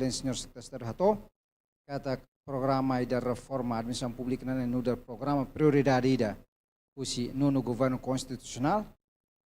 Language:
Tetum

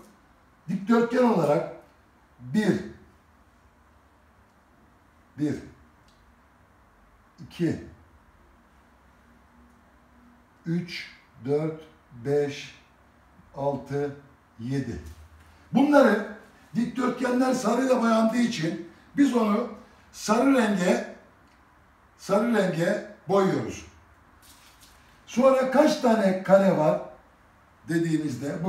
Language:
Turkish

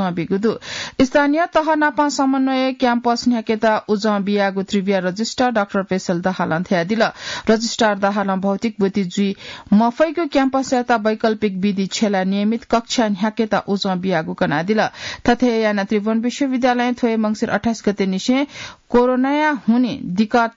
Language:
Newari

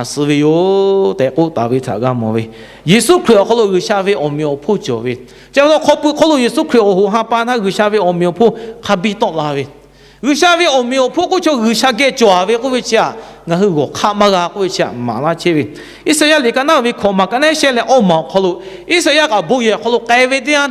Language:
Lahu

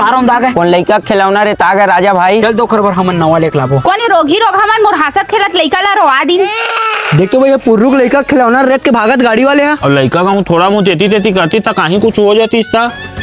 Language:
Chhattisgarhi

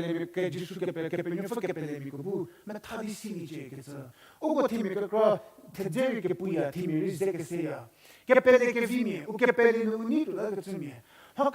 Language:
Angami Naga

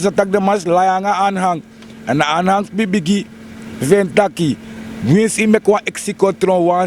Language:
Sranan Tongo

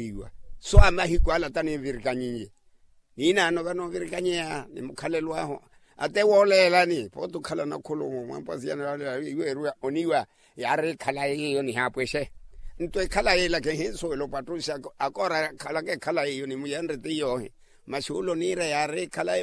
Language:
Makhuwa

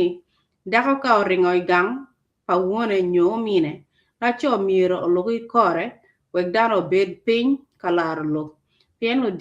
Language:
Acoli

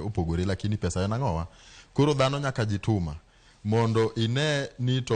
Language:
Luo (Kenya and Tanzania)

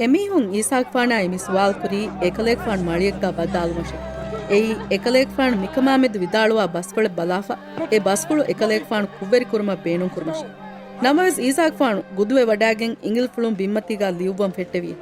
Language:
Divehi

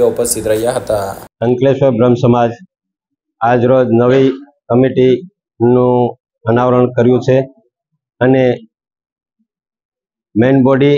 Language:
Gujarati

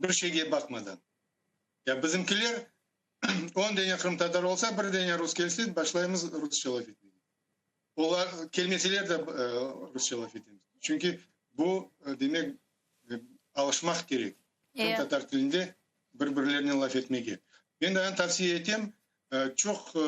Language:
Crimean Tatar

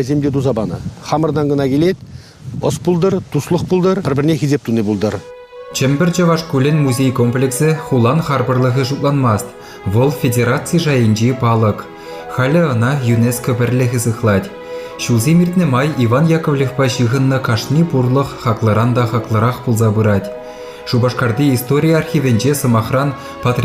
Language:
Chuvash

